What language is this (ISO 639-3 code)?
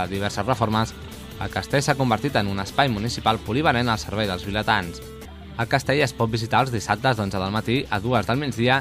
cat